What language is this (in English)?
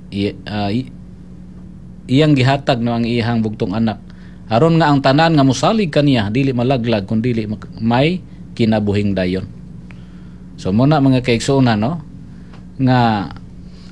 Cebuano